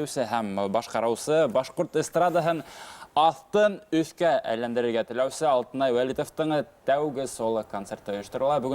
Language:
Bashkir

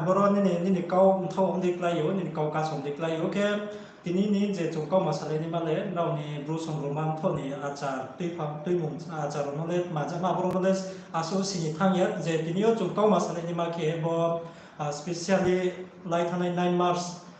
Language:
Riang (India)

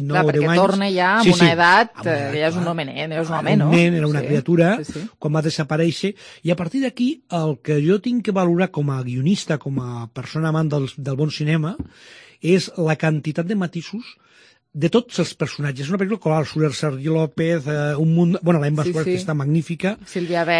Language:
Catalan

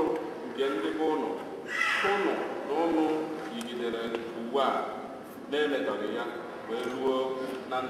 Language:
Igbo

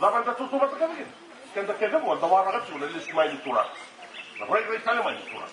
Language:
Fijian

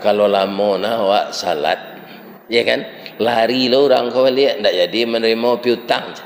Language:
Minangkabau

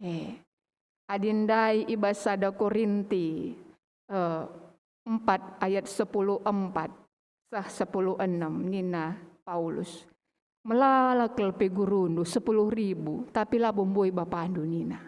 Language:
Batak Karo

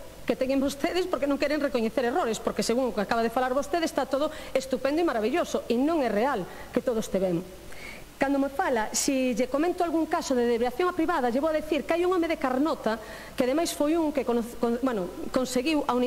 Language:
Galician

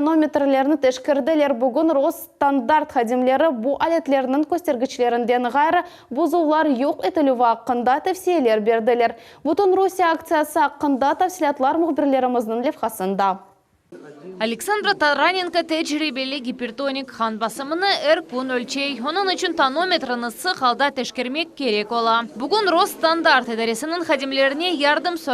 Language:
Crimean Tatar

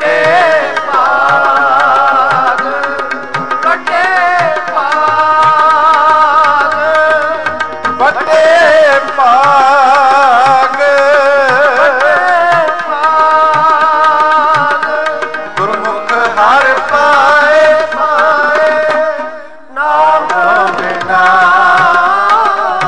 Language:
Punjabi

